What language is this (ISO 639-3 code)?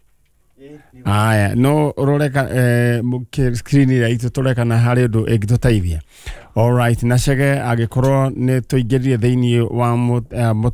kik